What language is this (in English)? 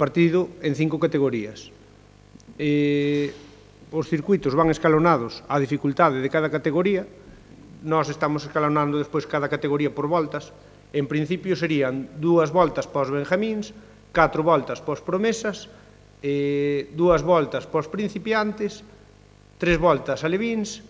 Galician